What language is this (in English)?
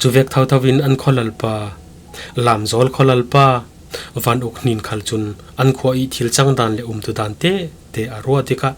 Falam Chin